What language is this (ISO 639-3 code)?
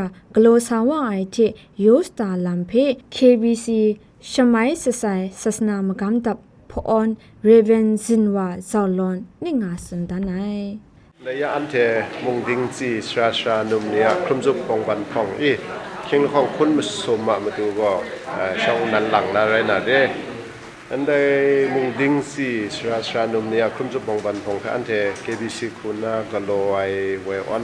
kac